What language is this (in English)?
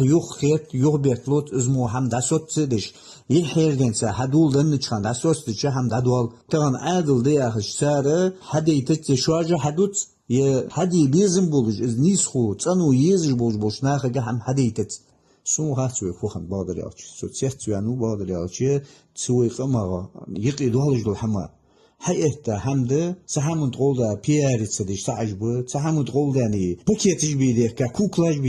Ingush